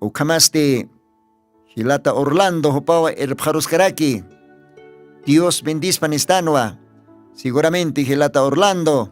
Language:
Aymara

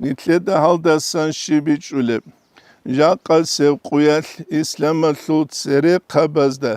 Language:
Avaric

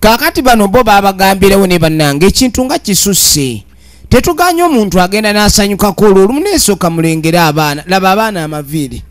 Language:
Ganda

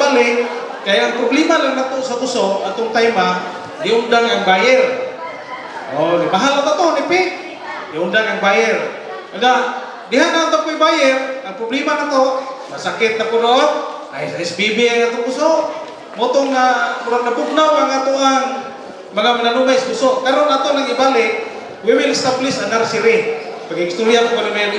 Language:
Cebuano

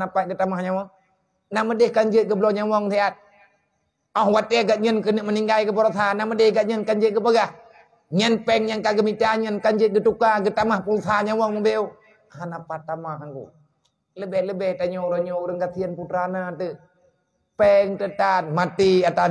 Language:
Achinese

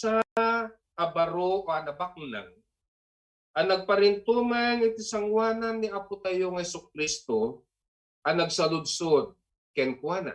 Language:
Iloko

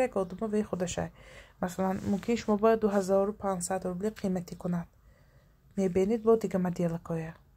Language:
Tajik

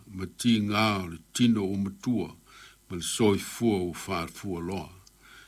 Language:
Samoan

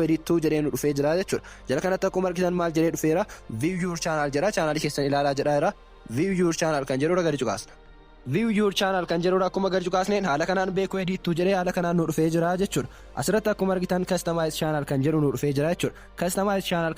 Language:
Oromo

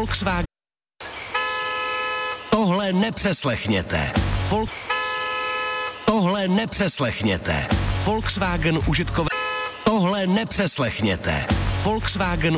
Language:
Czech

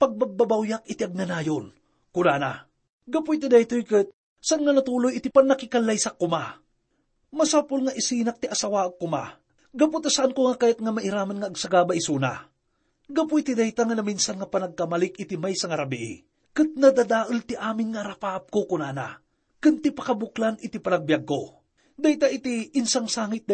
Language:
Iloko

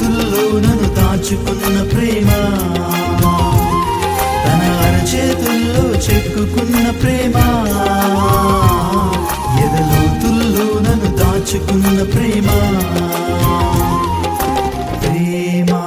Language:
Telugu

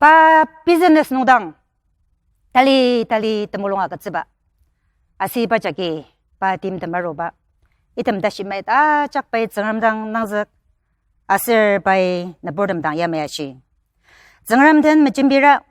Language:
Ao Naga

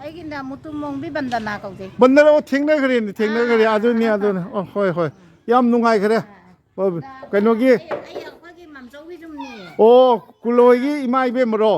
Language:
Manipuri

